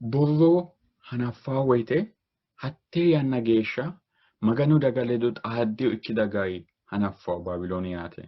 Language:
Sidamo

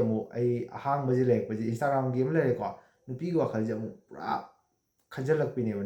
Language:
Manipuri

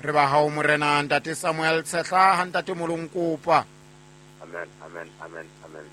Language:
Southern Sotho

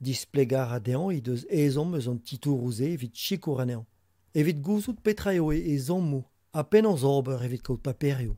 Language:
Breton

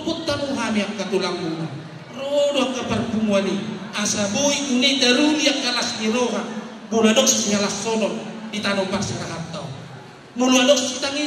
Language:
Batak Toba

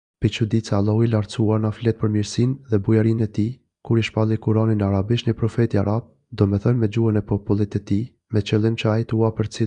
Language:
Albanian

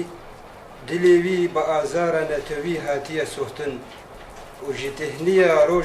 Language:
Kurdish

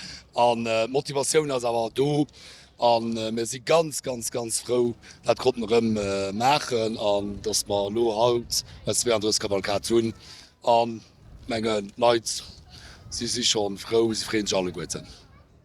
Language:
Luxembourgish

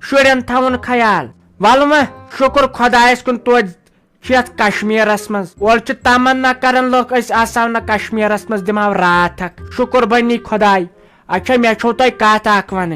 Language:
Kashmiri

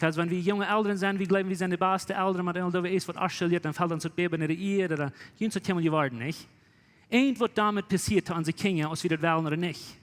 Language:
Plautdietsch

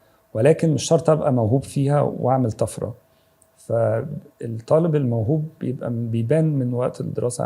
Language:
Egyptian Arabic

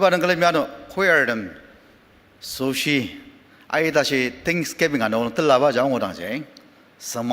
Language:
Ao Naga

